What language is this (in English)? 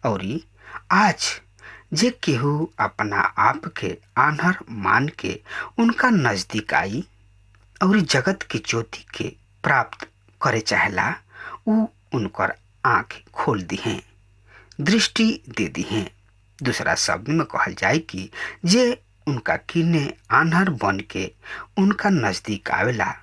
Bhojpuri